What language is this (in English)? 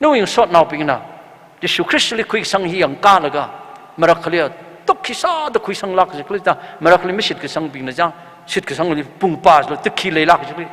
Tangkhul Naga (India)